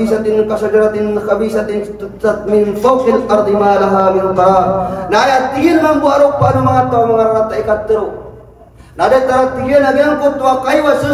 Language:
Maranao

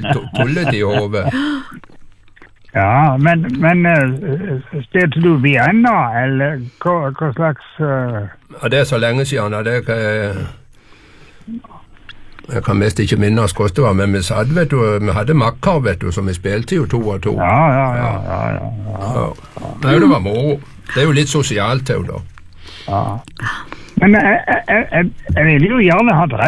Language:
Norwegian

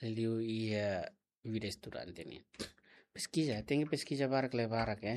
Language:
Tetum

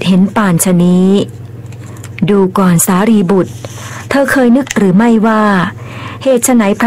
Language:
Thai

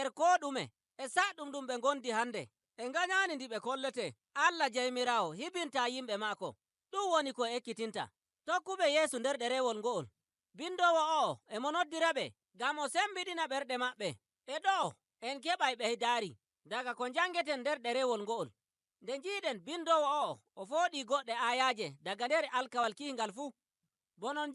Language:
Nigerian Fulfulde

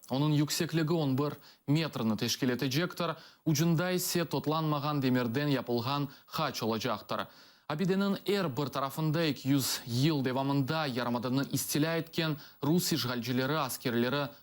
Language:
Crimean Tatar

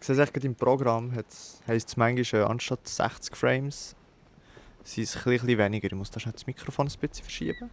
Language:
Swiss German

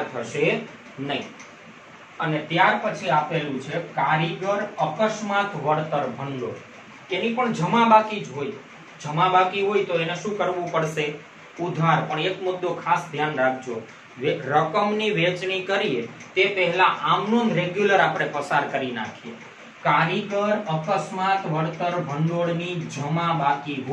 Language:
Gujarati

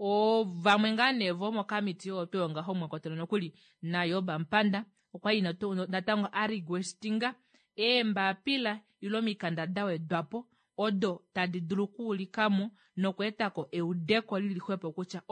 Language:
Kuanyama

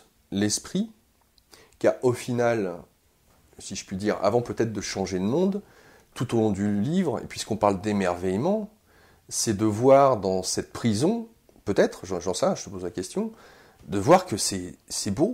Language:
French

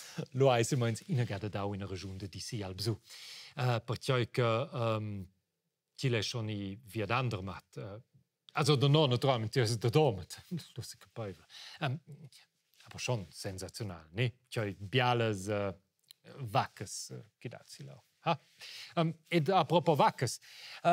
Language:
Romansh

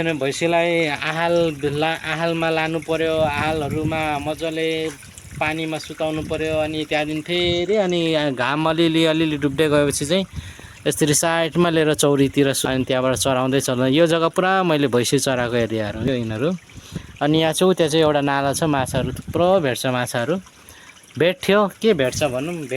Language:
Nepali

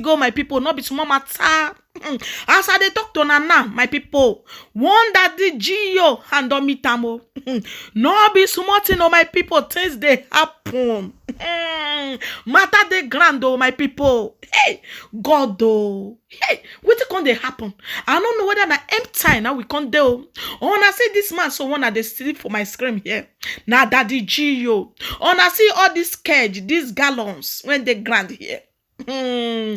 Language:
Nigerian Pidgin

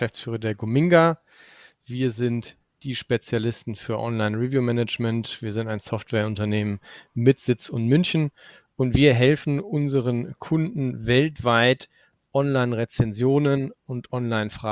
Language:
German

